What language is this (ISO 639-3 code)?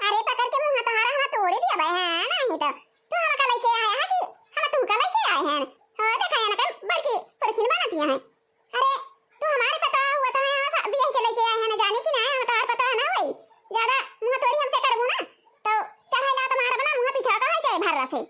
awa